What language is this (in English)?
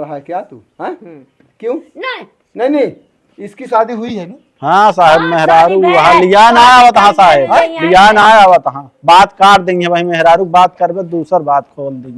Awadhi